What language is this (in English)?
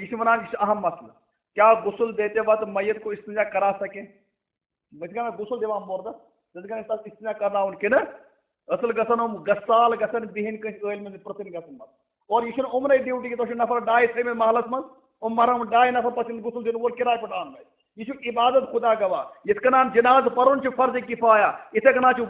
Kashmiri